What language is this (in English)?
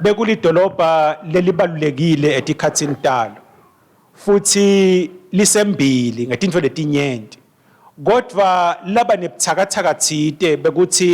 Swati